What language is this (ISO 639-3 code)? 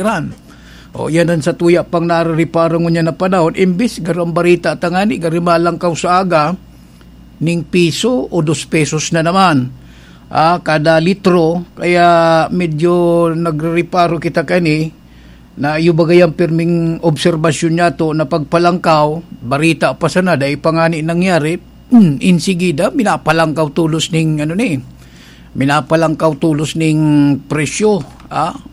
bik